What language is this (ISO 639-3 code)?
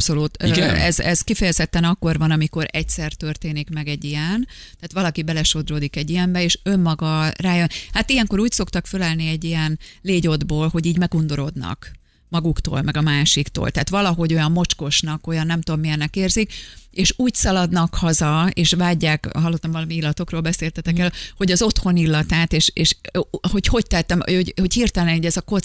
hun